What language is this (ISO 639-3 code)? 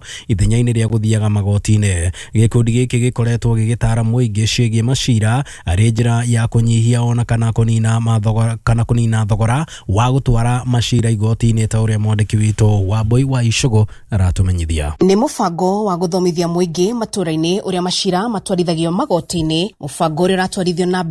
kik